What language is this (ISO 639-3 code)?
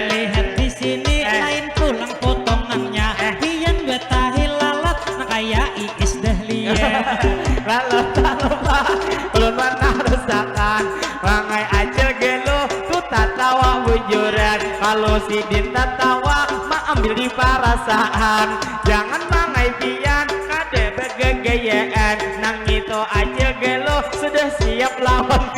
bjn